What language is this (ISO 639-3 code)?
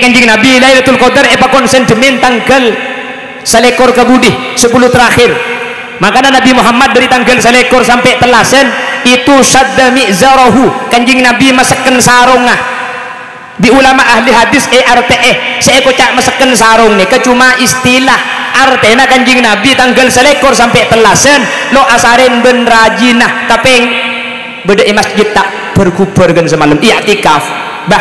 mad